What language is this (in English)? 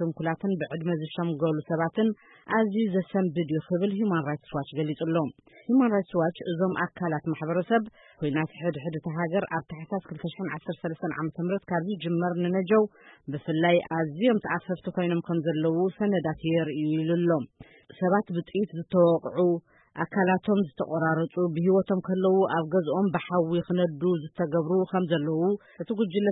Tigrinya